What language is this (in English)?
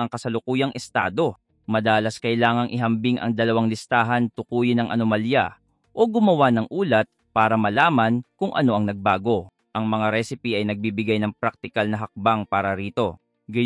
Filipino